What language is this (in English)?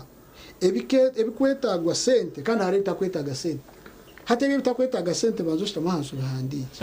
Nyankole